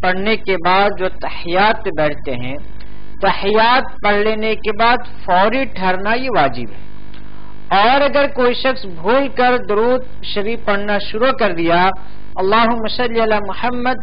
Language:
Urdu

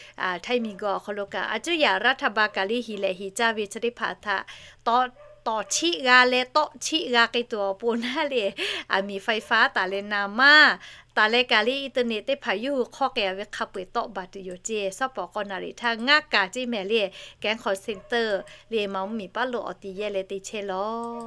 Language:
Lahu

